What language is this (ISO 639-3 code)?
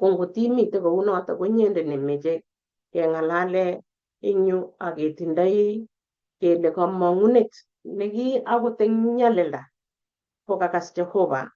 kln